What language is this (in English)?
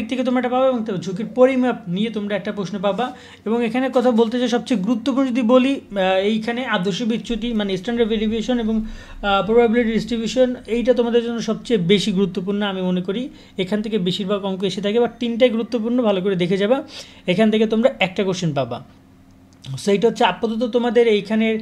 Bangla